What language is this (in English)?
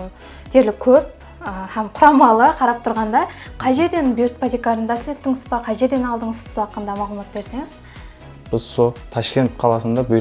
Kara-Kalpak